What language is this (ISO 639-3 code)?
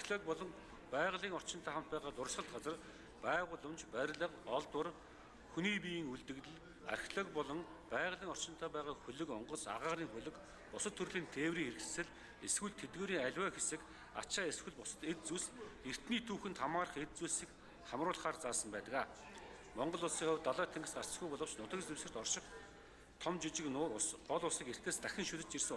mon